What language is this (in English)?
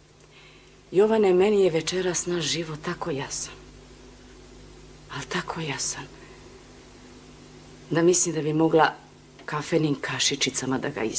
Serbian